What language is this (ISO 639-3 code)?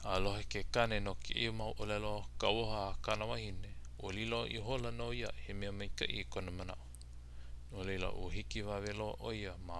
haw